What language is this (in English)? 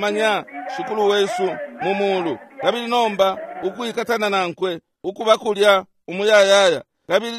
Bemba